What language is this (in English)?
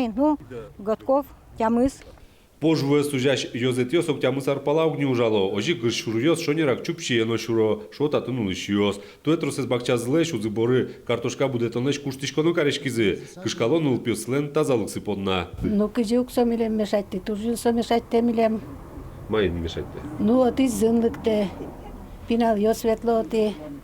Udmurt